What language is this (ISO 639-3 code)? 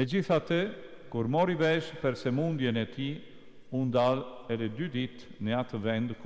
sqi